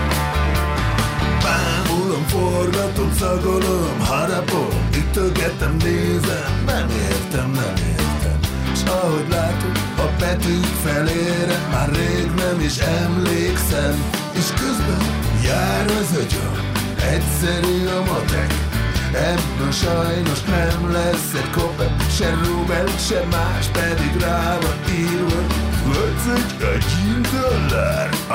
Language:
Hungarian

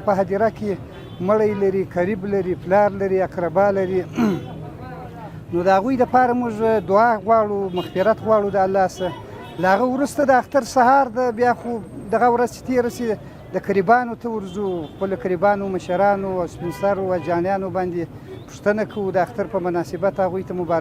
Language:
Pashto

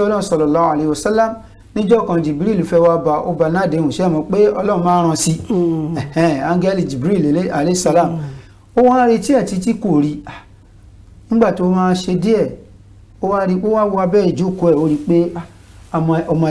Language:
Yoruba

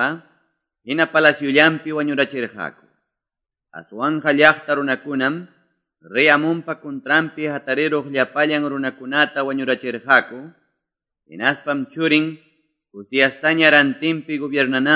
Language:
Quechua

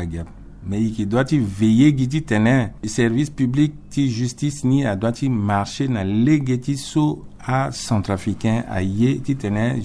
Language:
Sango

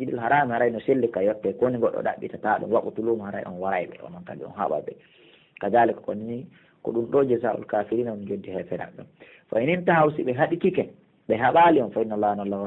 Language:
Pular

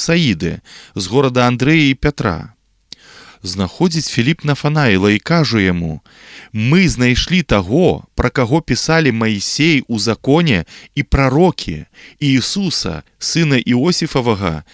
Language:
Belarusian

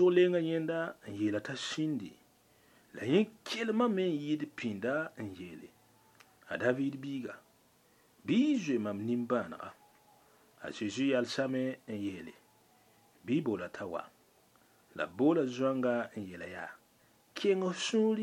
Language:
Mossi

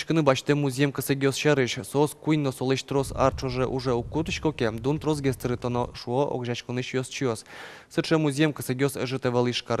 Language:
Udmurt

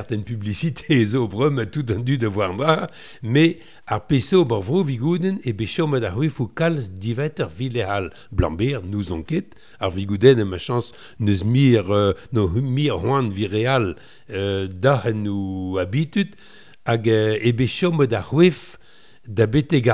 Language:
Breton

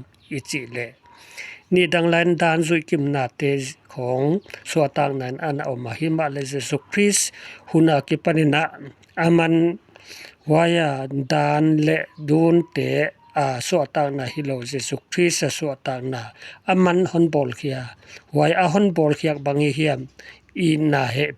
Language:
Paite Chin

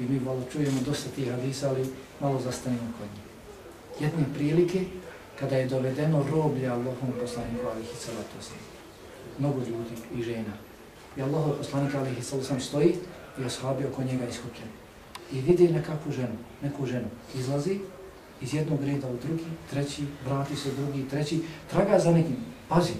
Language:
Bosnian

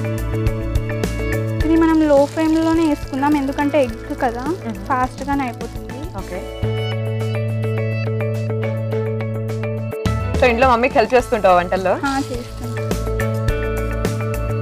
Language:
Telugu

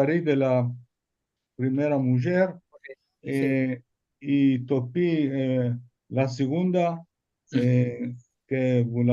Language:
Ladino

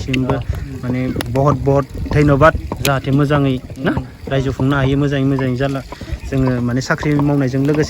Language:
Bodo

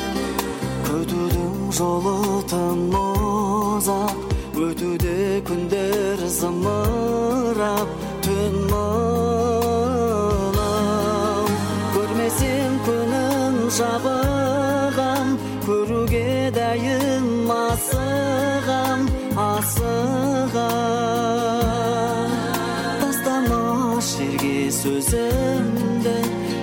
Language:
Kazakh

